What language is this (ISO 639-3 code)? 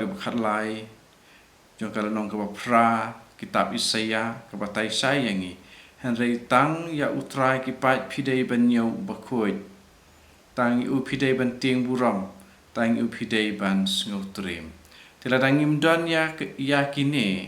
kha